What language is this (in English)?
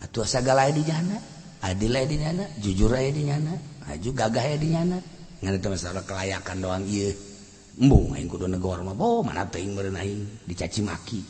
Sundanese